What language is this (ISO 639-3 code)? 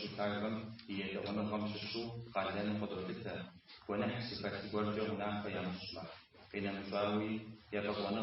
kbd